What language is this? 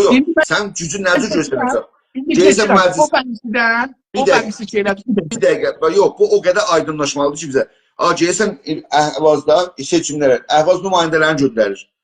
South Azerbaijani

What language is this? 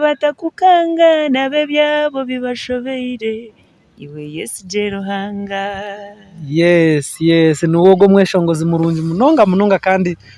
Nyankole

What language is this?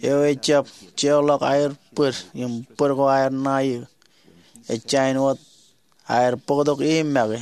Marshallese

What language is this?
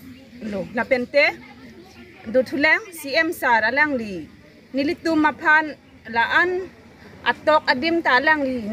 Karbi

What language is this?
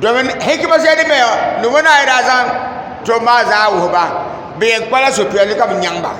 Dagbani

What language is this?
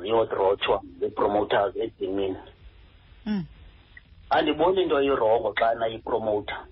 Xhosa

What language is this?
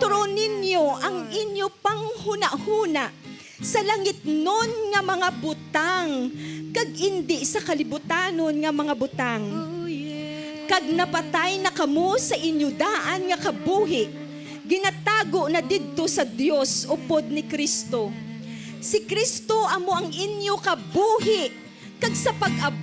Hiligaynon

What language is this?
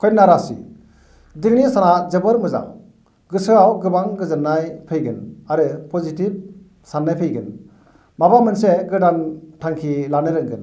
Bodo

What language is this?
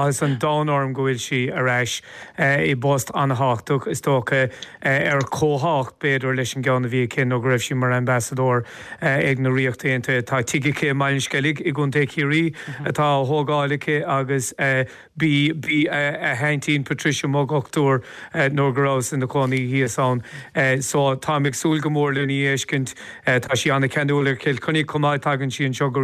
Irish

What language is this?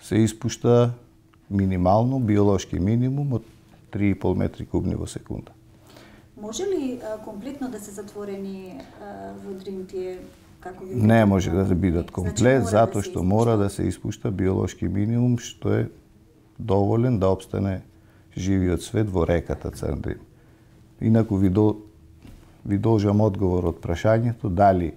Macedonian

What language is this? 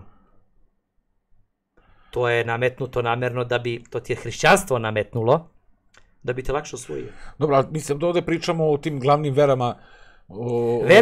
Serbian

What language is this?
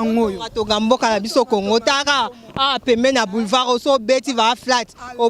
Lingala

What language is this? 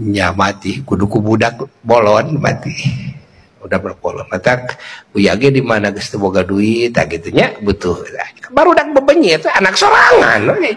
Sundanese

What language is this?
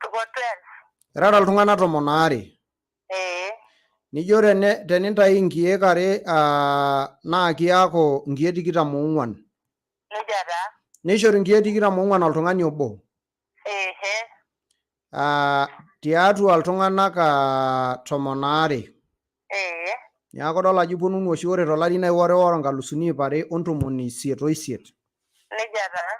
Masai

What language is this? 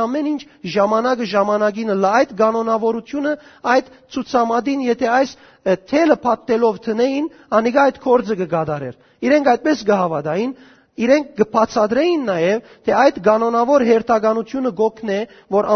Western Armenian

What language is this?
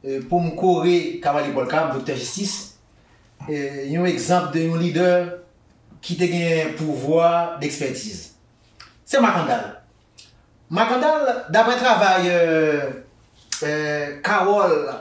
Haitian Creole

